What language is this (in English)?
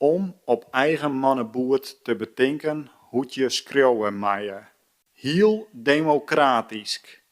Western Frisian